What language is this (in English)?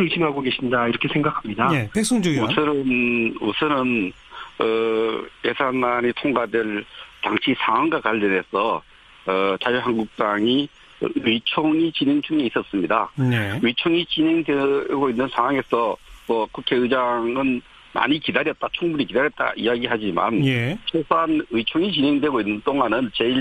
Korean